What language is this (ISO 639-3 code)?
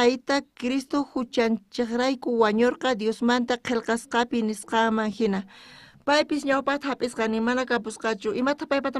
quh